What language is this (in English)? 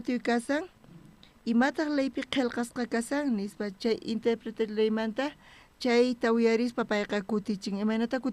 South Bolivian Quechua